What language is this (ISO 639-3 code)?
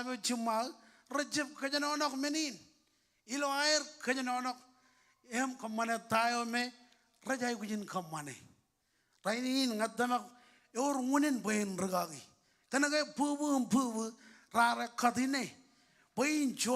mah